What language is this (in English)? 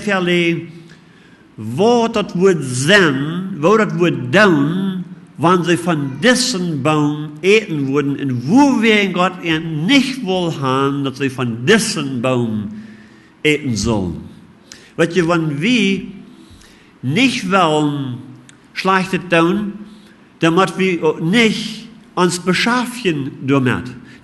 Plautdietsch